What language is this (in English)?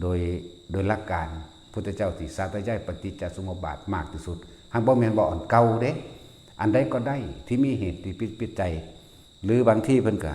Lao